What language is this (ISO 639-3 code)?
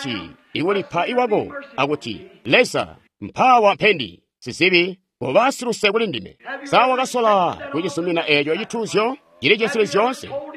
toi